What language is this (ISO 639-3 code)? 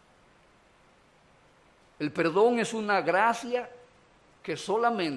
spa